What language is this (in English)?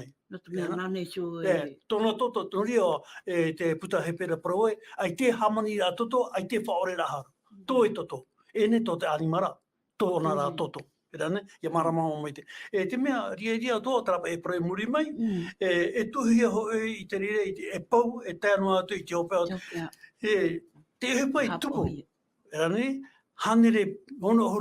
Tahitian